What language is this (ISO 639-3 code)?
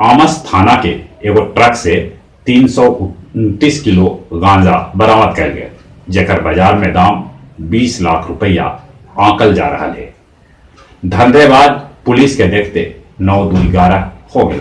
mag